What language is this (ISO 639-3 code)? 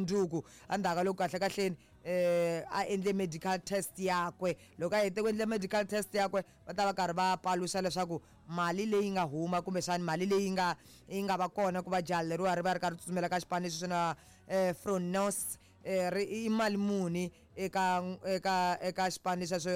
tso